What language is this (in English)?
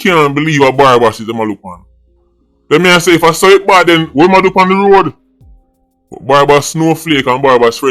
Jamaican Creole English